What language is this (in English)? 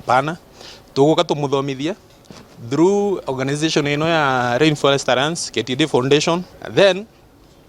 Kikuyu